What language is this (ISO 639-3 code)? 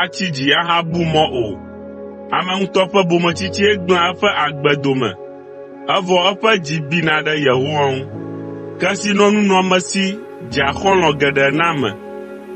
ewe